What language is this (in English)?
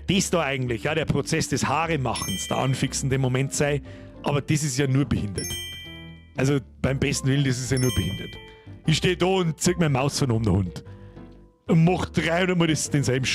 Bavarian